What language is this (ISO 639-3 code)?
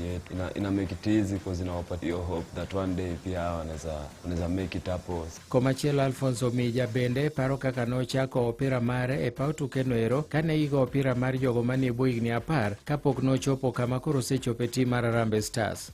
luo